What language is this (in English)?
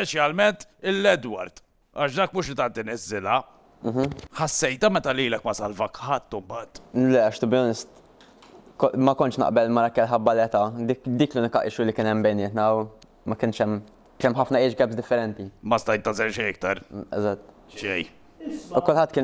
Maltese